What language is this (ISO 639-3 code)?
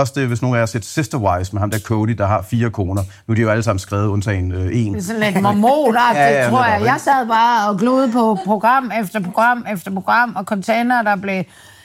dan